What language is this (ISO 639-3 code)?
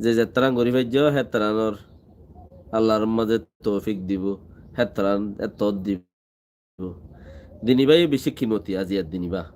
rhg